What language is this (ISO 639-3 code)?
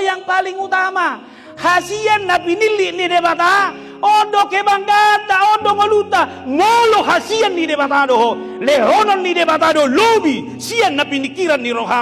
bbc